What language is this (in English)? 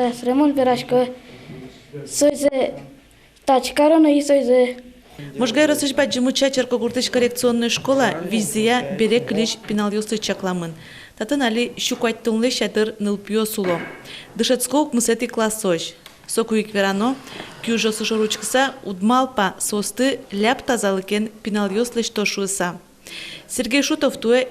Udmurt